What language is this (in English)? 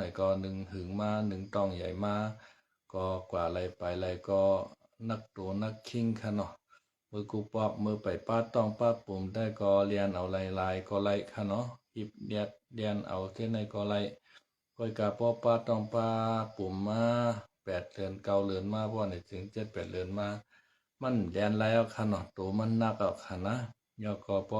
Shan